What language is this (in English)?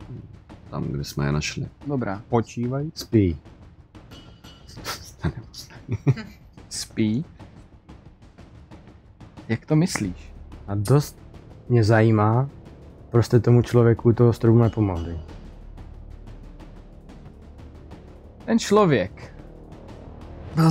Czech